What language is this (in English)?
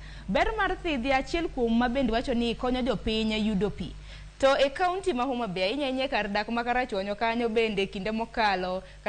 Luo (Kenya and Tanzania)